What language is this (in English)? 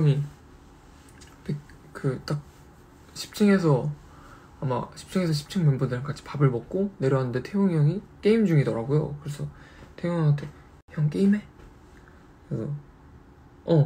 Korean